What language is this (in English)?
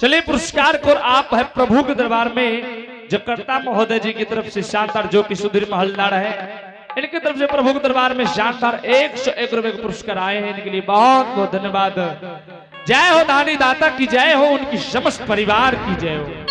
Angika